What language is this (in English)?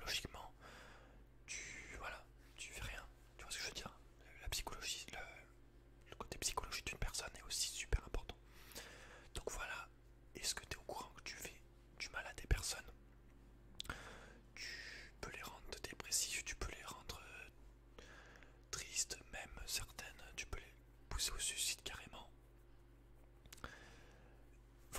French